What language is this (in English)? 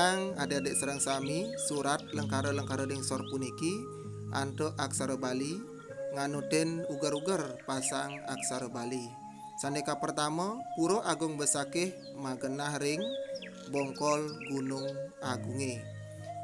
Balinese